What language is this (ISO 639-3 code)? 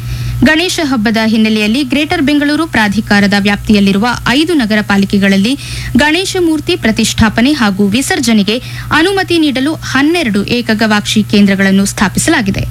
kan